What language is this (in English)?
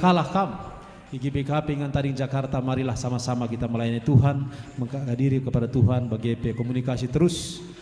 Batak Karo